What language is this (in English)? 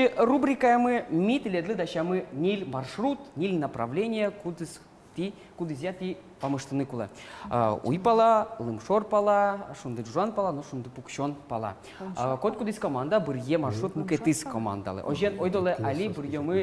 Udmurt